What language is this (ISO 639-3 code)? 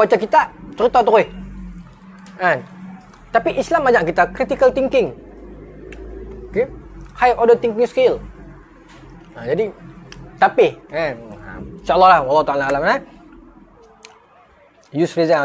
msa